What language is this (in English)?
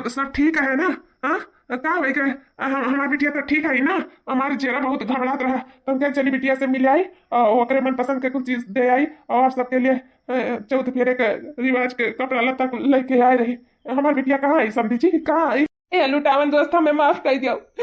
Awadhi